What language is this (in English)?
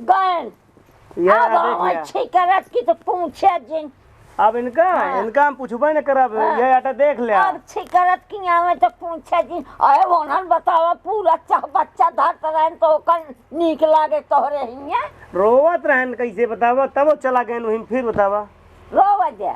Awadhi